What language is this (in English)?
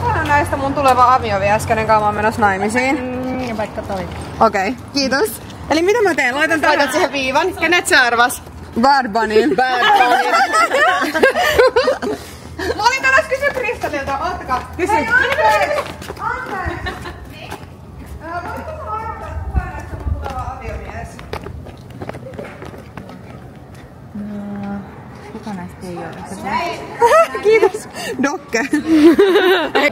Finnish